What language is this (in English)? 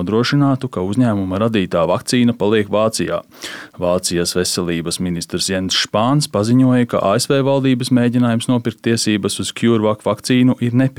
Latvian